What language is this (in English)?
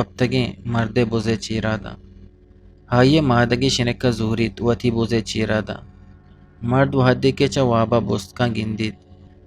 Eastern Balochi